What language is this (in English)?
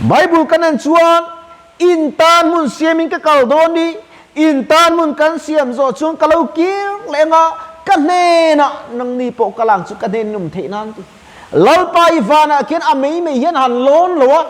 Mizo